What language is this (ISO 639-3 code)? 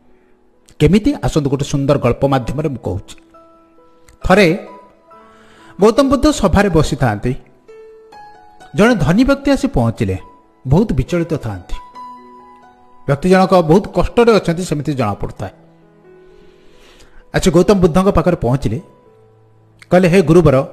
ori